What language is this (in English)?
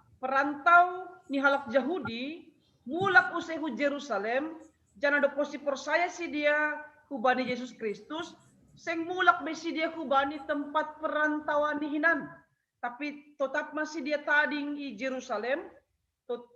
Batak Simalungun